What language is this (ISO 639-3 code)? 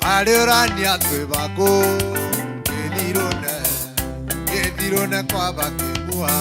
mer